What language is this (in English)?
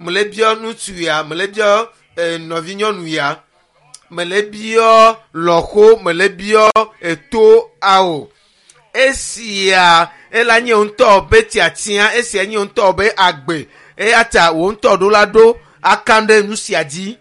Ewe